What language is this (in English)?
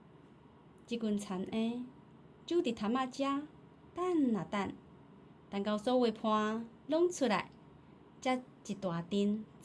Min Nan Chinese